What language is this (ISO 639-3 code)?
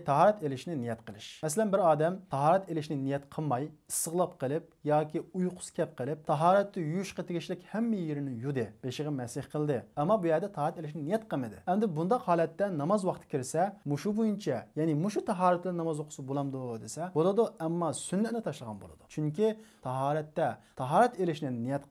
uig